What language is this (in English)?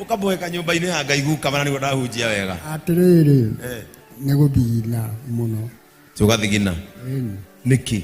Kikuyu